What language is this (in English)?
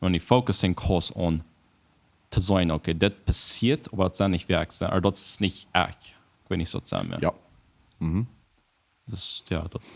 Plautdietsch